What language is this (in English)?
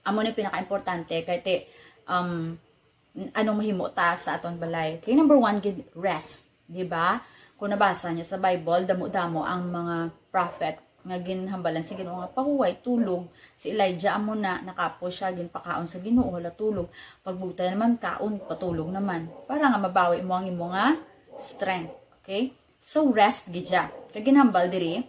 Hiligaynon